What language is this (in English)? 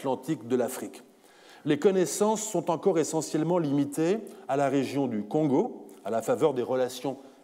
French